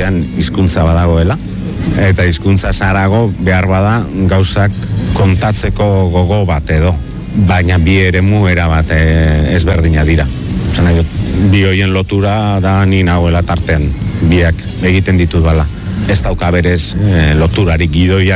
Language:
Basque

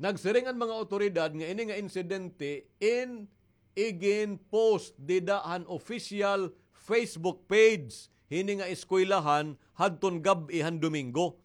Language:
Waray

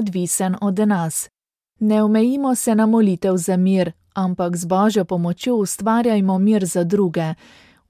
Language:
Slovenian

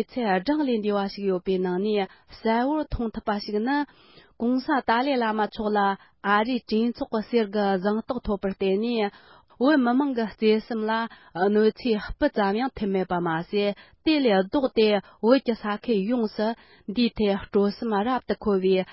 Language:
Tibetan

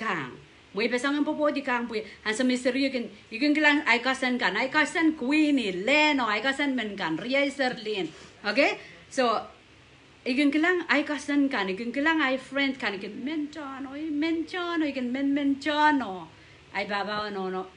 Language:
Pohnpeian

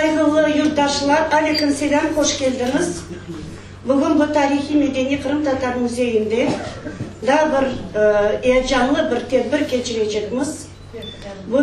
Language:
Crimean Tatar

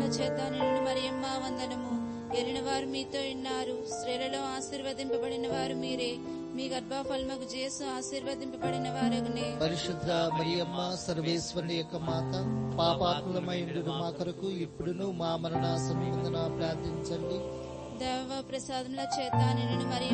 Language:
Telugu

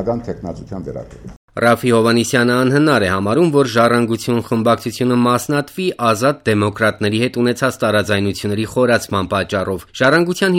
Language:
Armenian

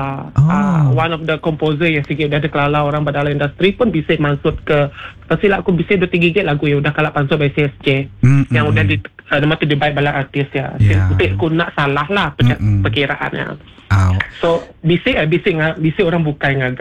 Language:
Iban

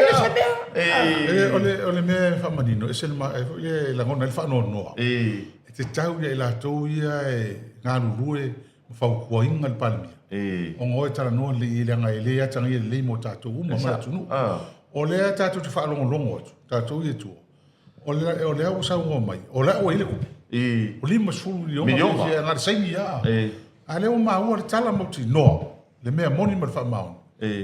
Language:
Samoan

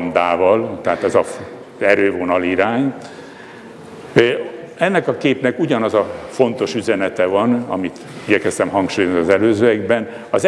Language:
Hungarian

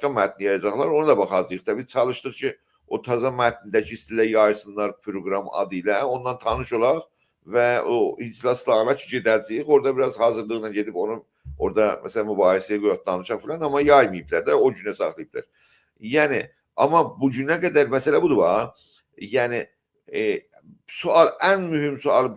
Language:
South Azerbaijani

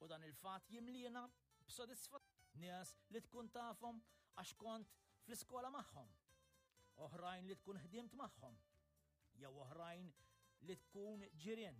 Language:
Maltese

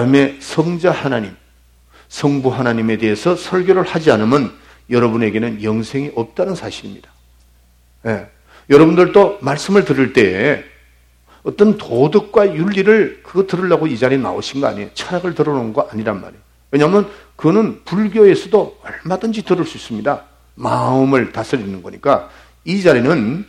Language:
Korean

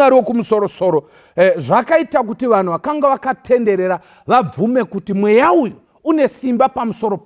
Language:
Shona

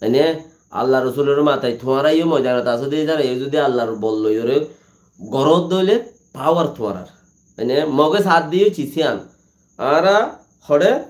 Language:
Rohingya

